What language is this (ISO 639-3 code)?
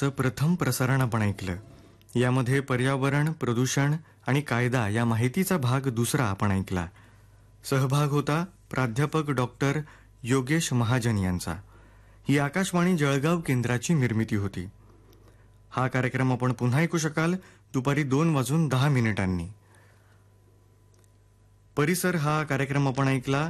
mar